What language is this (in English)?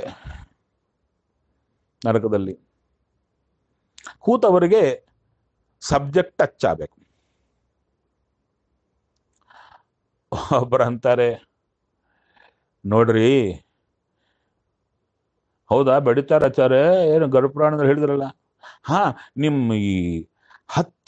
Kannada